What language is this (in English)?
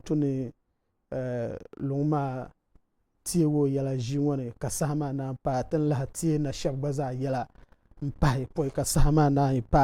Dagbani